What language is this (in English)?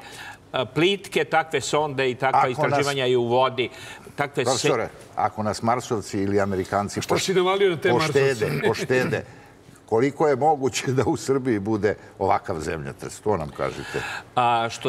Serbian